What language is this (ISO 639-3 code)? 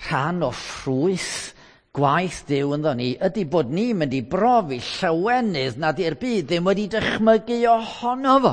cym